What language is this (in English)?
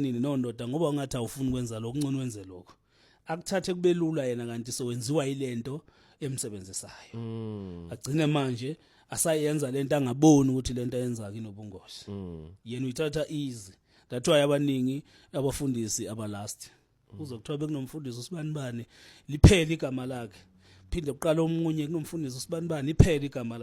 Zulu